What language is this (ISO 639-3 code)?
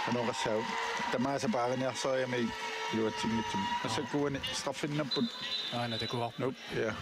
kal